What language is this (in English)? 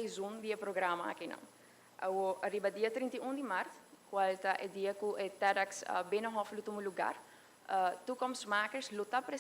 Papiamento